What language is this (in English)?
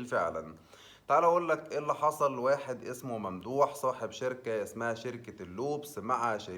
Egyptian Arabic